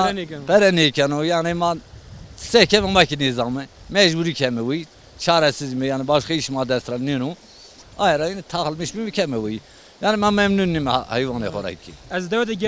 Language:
Zaza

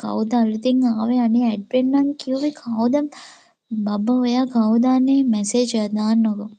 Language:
Sinhala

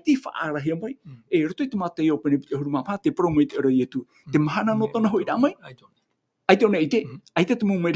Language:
Tahitian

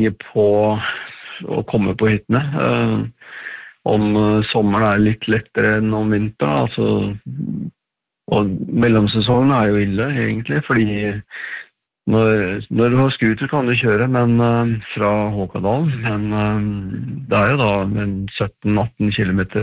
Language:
Norwegian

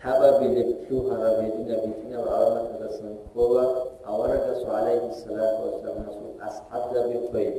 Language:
Avaric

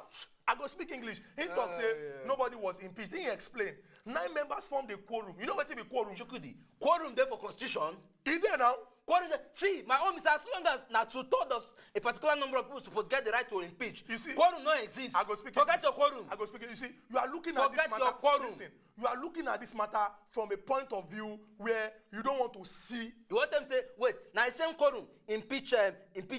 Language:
Nigerian Pidgin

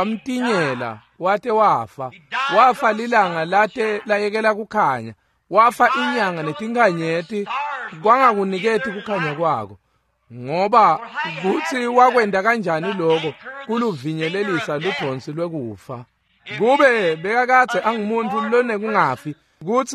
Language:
Swati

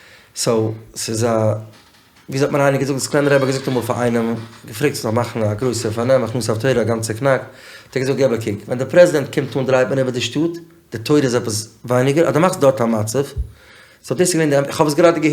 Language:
Yiddish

